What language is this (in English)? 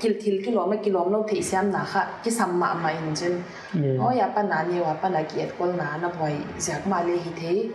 Paite Chin